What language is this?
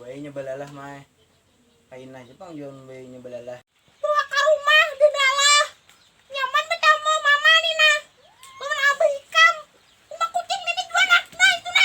Banjar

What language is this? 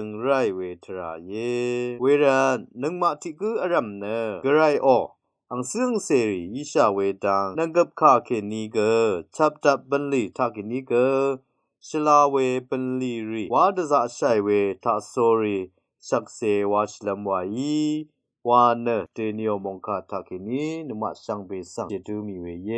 Rawang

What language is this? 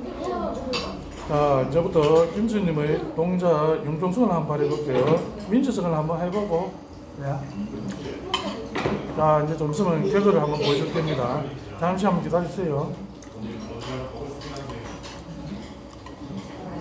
Korean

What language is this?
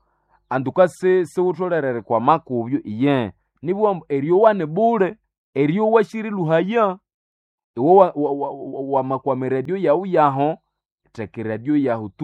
Nande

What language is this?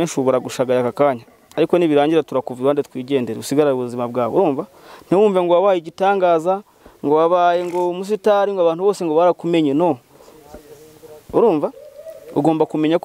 Kinyarwanda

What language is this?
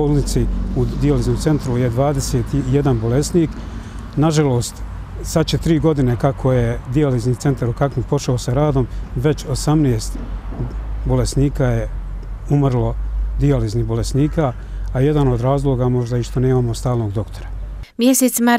Bosnian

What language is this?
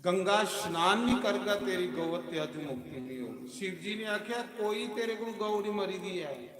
Dogri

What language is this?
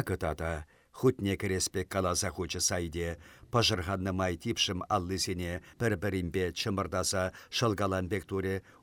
Chuvash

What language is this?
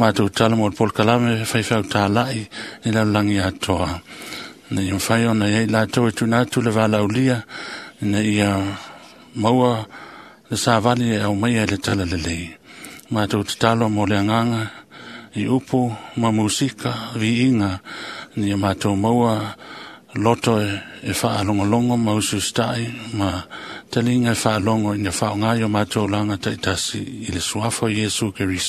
Samoan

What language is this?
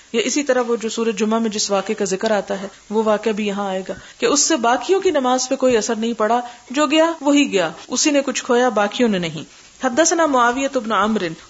Urdu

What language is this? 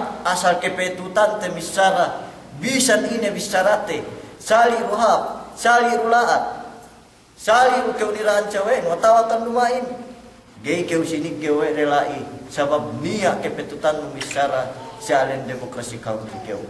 Yakan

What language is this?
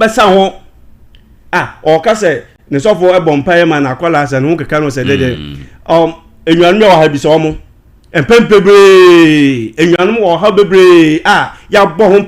Akan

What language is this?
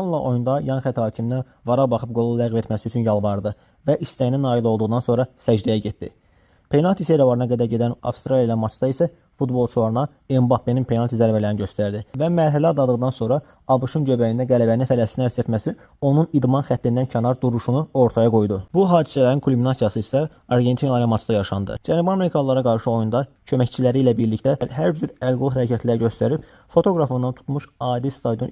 Azerbaijani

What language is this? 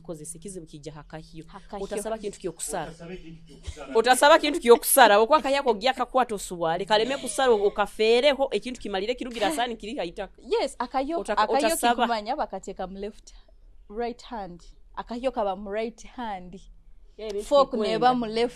Nyoro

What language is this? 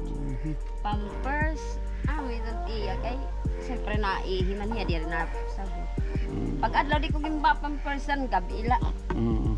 Waray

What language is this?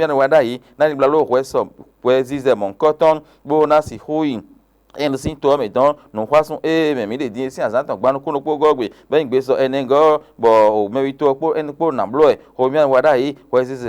Fon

